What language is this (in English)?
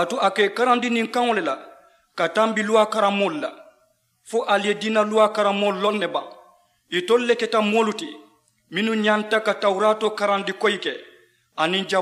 Mandingo